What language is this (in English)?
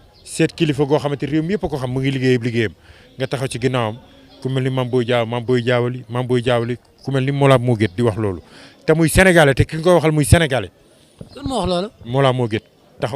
Wolof